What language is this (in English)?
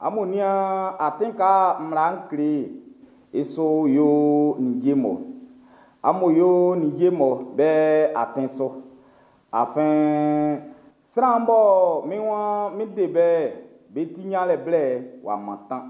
Baoulé